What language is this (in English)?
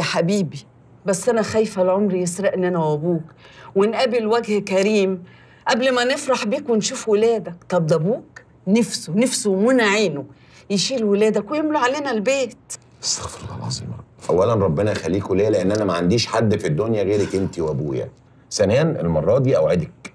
Egyptian Arabic